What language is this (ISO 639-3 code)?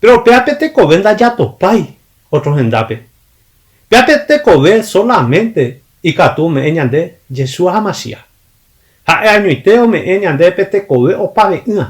grn